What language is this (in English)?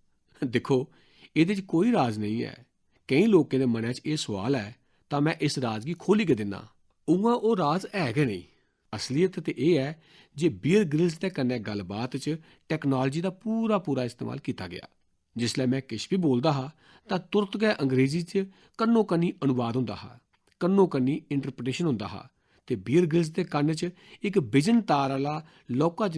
Dogri